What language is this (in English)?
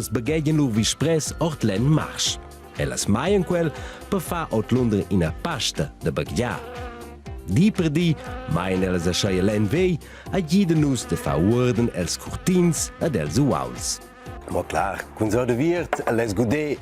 Romansh